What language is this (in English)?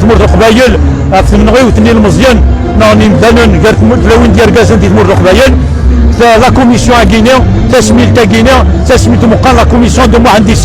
Kabyle